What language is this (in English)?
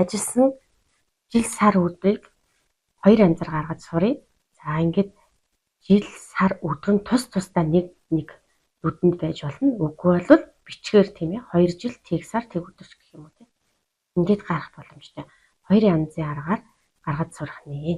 Mongolian